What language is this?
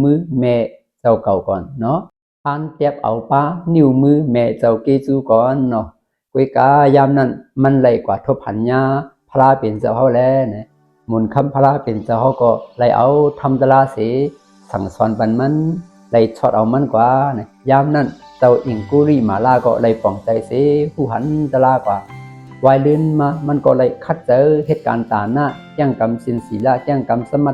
Shan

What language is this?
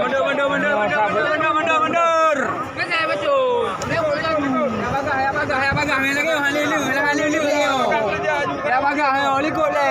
Achinese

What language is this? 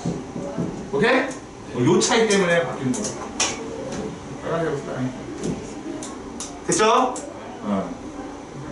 Korean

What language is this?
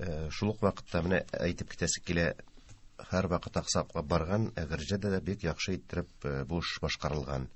Tatar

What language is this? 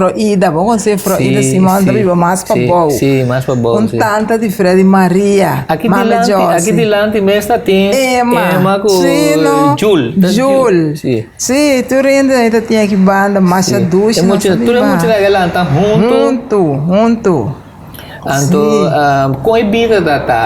Papiamento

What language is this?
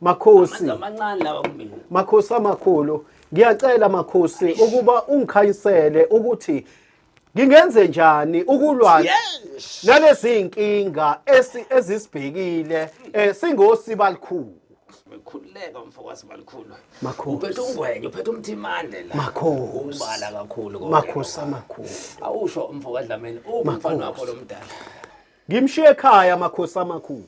Zulu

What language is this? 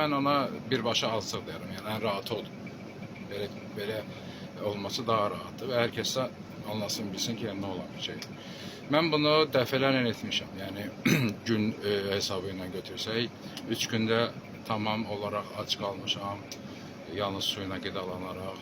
Azerbaijani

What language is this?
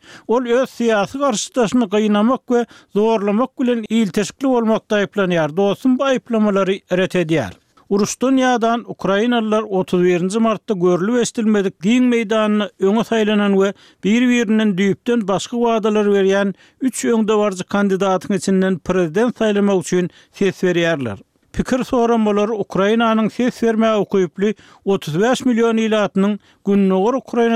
Turkmen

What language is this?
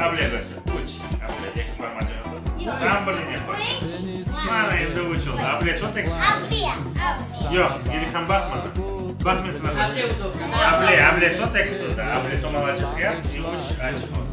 Crimean Tatar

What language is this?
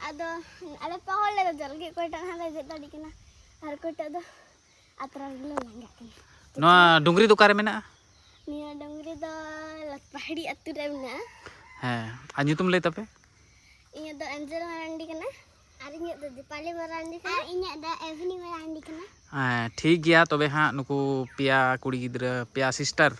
Santali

